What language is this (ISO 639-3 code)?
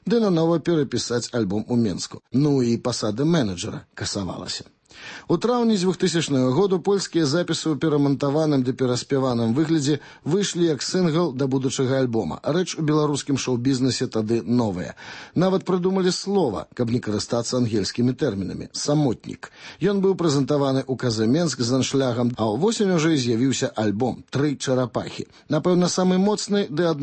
bel